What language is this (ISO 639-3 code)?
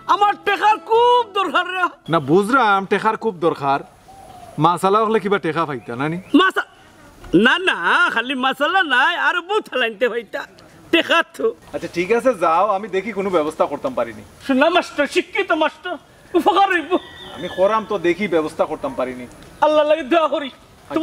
syl